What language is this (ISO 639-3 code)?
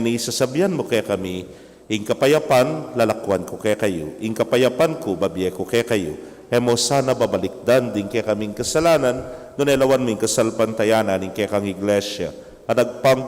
pam